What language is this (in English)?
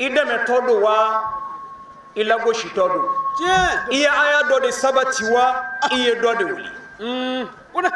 Bambara